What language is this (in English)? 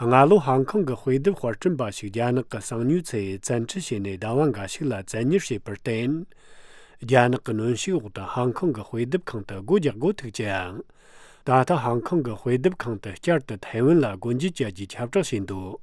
Tibetan